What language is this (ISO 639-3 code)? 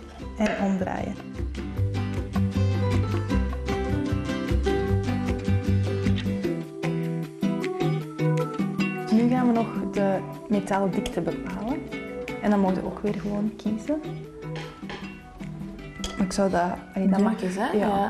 nld